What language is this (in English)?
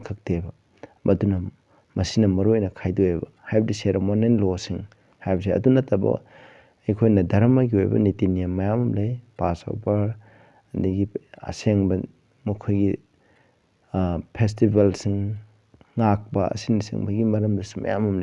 Manipuri